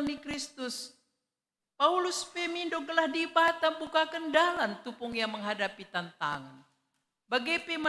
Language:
Batak Karo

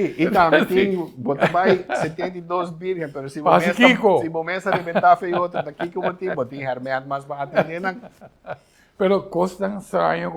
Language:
Papiamento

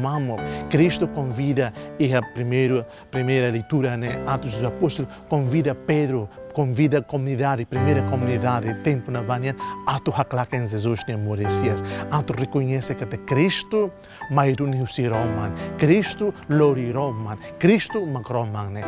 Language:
Tetum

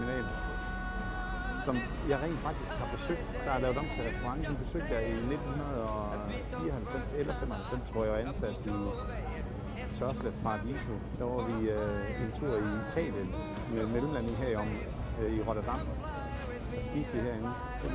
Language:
Danish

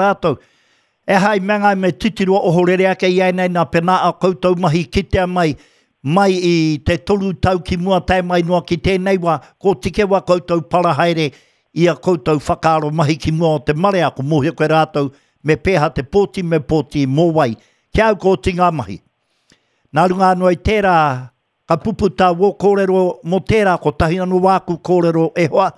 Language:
Māori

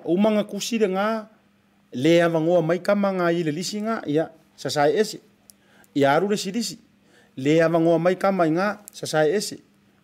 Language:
Samoan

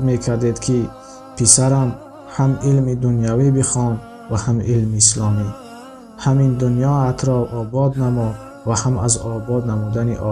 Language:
Tajik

